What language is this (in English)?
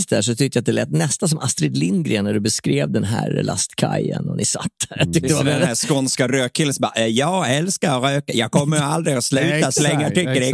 Swedish